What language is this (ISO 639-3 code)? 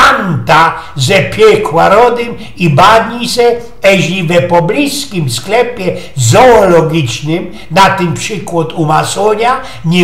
szl